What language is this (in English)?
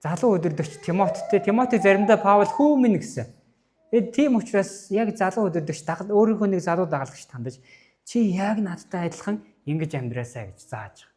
Mongolian